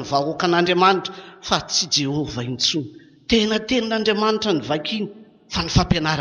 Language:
Malagasy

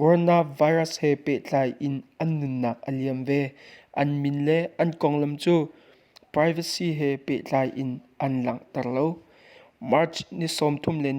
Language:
Hakha Chin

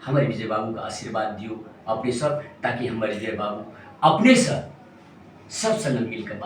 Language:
Maithili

